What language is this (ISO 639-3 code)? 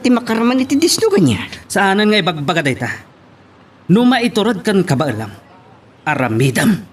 ilo